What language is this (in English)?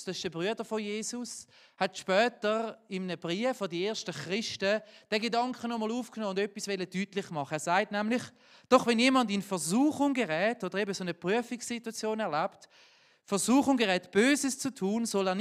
Swiss German